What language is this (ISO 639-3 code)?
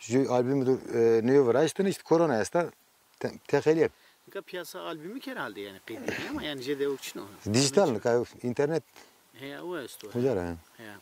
zza